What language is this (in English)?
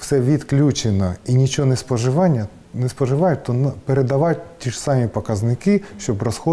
Ukrainian